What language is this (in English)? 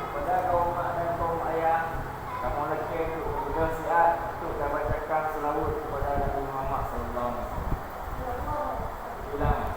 Achinese